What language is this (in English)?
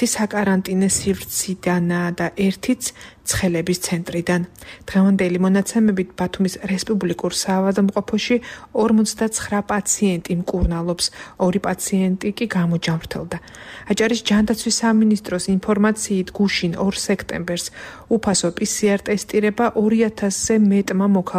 Georgian